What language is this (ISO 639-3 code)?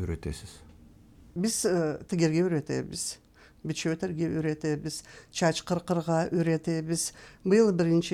krc